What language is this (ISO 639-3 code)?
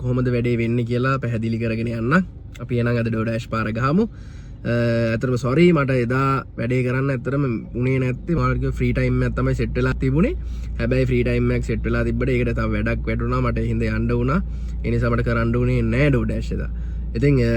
sin